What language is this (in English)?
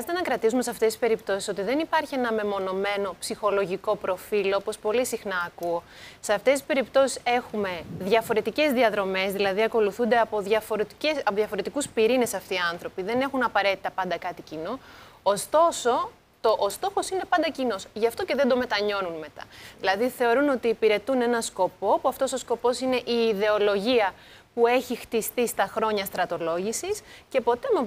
Greek